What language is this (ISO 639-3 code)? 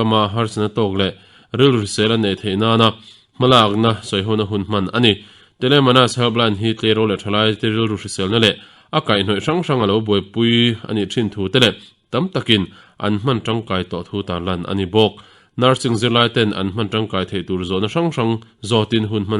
lus